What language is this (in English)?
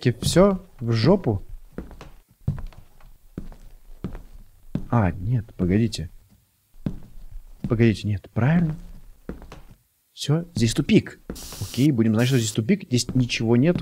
Russian